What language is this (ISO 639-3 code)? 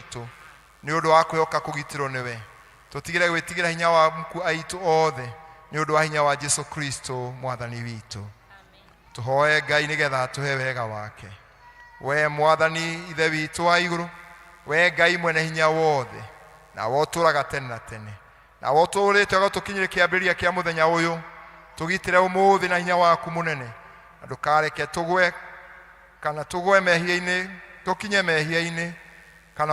kik